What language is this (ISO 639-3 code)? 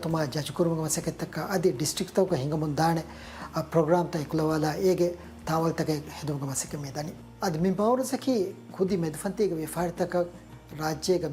div